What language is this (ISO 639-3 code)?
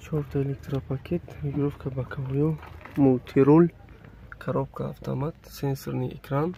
tgk